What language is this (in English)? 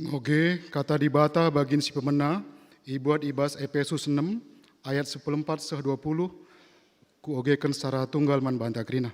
Batak Karo